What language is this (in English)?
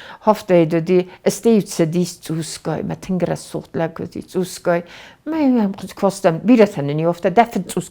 Ossetic